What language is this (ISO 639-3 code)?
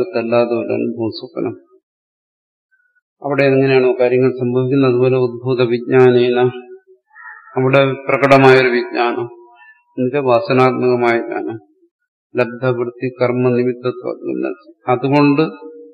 mal